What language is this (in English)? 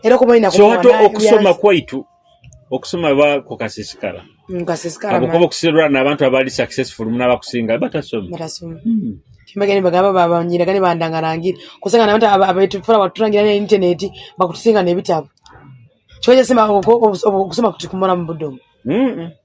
Nyoro